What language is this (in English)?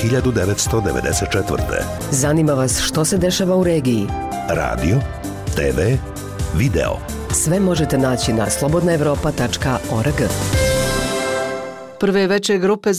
Bosnian